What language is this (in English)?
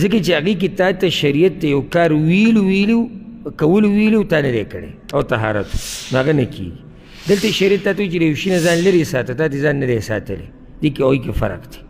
Pashto